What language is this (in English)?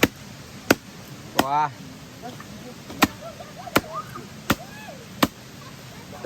S'gaw Karen